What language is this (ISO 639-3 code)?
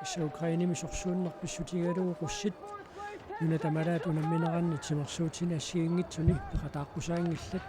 kal